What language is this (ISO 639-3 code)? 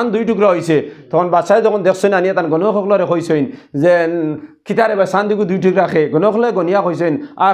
syl